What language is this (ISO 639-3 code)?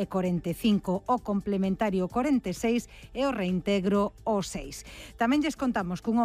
glg